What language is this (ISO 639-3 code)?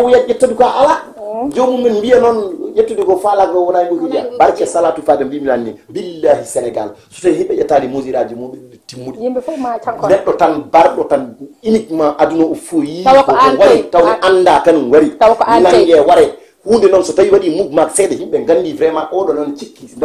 ful